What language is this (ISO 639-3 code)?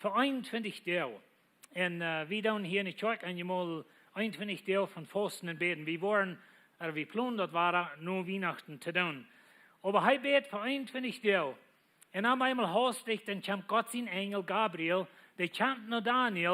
pdt